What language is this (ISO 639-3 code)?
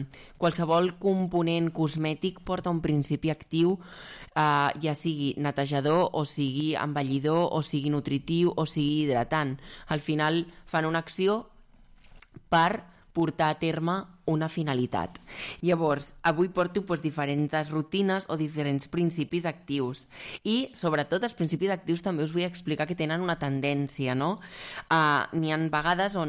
cat